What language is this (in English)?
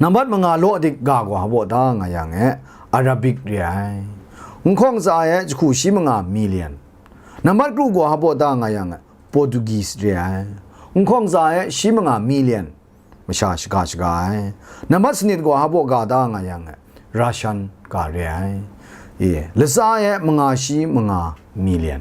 Kachin